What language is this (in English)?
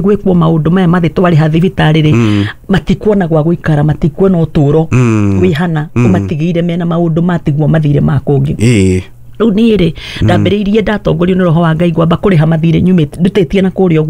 Kikuyu